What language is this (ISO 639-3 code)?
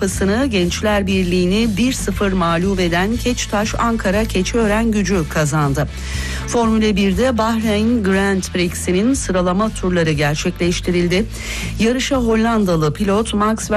tur